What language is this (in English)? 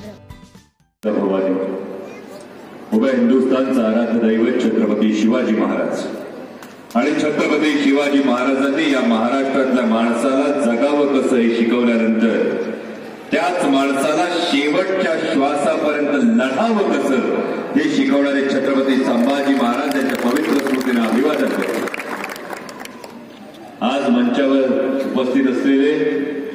Marathi